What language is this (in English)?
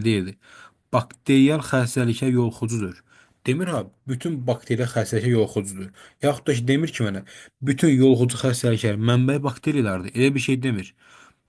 Azerbaijani